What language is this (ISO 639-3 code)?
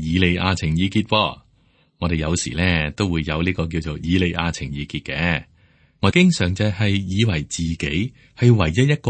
yue